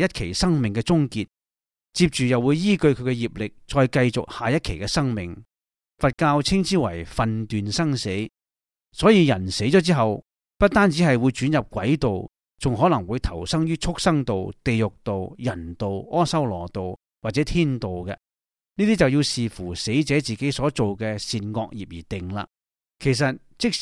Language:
Cantonese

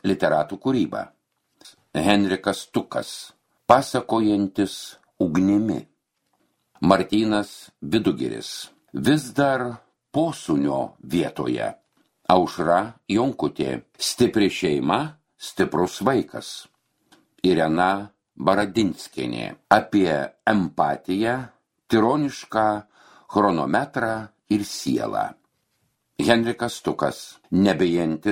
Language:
Lithuanian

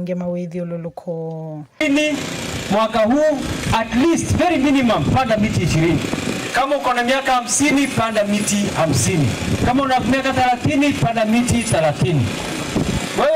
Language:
Kamba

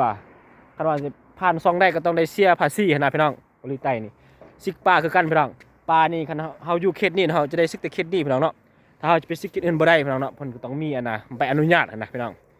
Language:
Lao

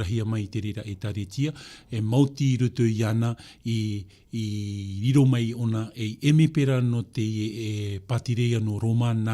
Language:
Tahitian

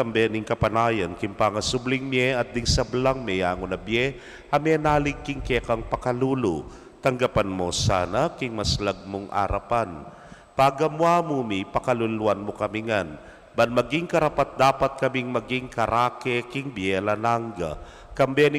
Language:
Pampanga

